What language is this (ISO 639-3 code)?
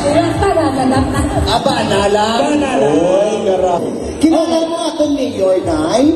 hil